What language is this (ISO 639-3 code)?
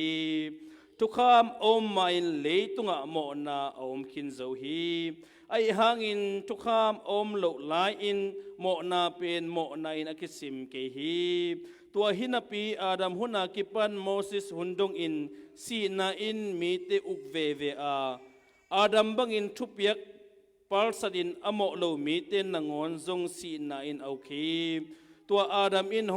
ctd